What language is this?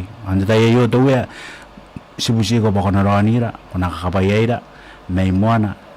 Gilbertese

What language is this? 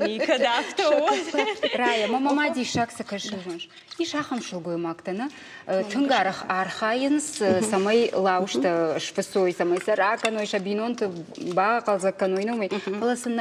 Ossetic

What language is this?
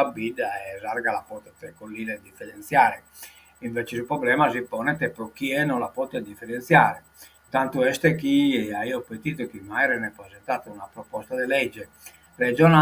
Sardinian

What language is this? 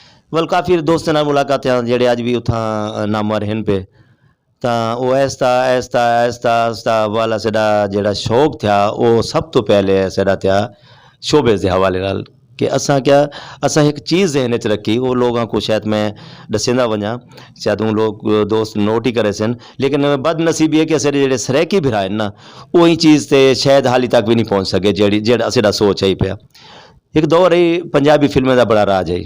Saraiki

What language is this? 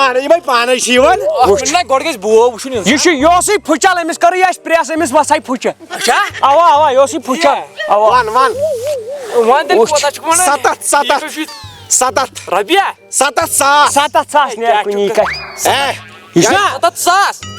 Kashmiri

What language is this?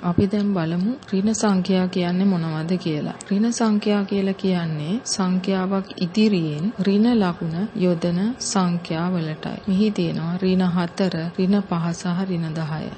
Sinhala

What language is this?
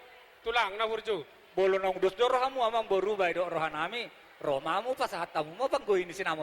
Batak Toba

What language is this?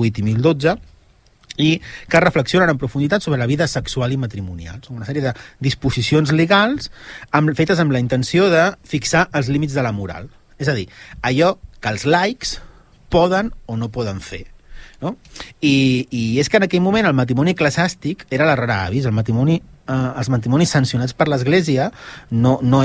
Catalan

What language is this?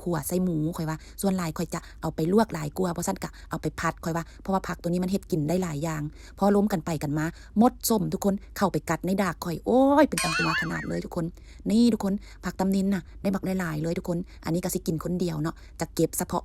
Lao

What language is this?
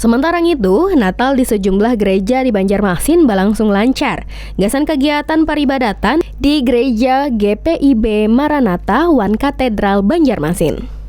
Banjar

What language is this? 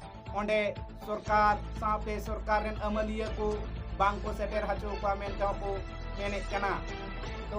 Santali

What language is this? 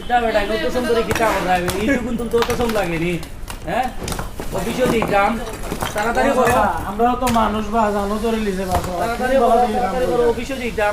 Sylheti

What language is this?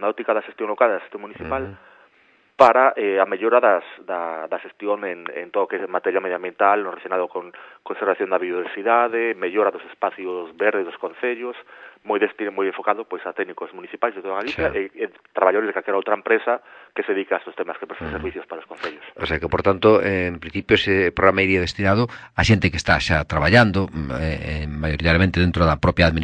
Galician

